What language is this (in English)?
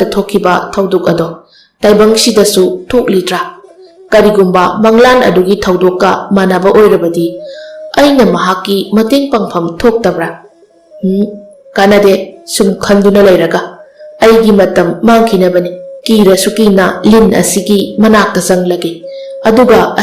Manipuri